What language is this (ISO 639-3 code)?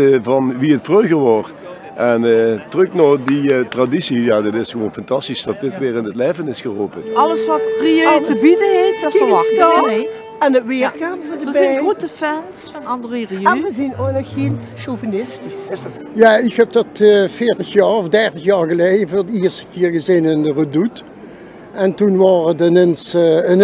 lim